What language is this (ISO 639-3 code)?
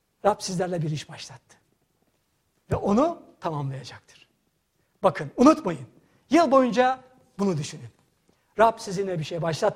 tur